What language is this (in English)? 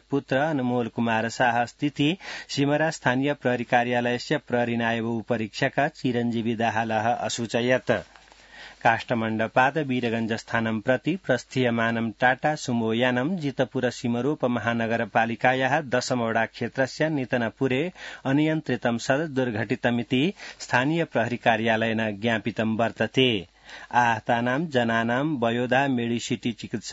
Sanskrit